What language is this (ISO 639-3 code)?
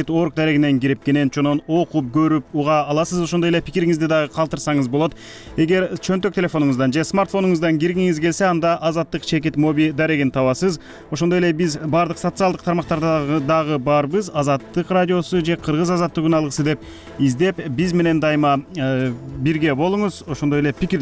kir